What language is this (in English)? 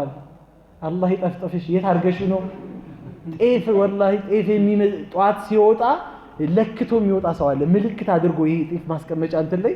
Amharic